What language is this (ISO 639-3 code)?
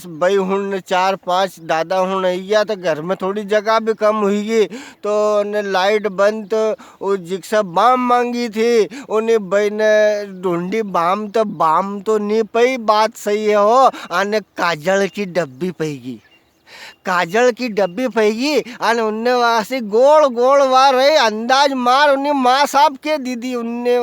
raj